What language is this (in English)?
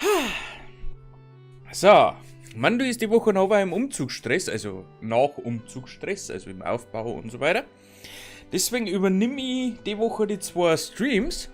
Bavarian